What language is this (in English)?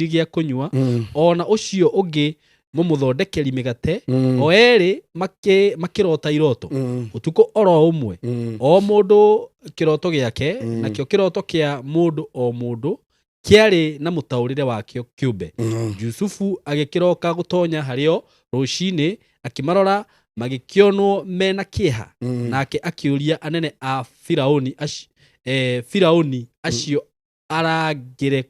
Kikuyu